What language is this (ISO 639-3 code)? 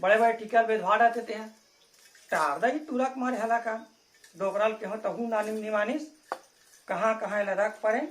hne